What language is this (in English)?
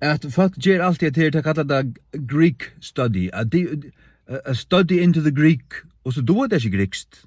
Faroese